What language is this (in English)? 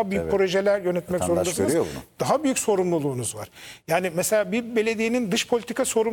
Turkish